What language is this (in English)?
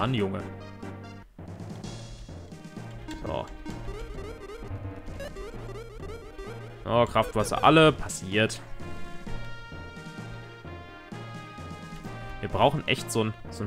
German